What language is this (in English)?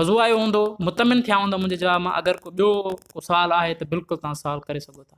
Sindhi